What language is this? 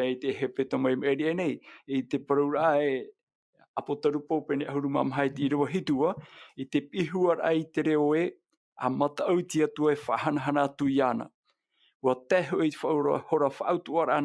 Tahitian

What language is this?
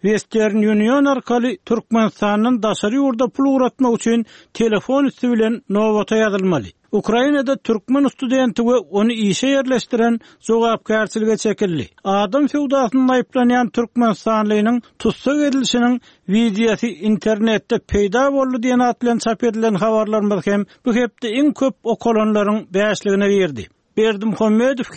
Turkmen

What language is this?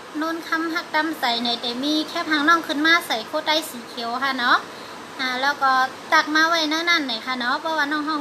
Shan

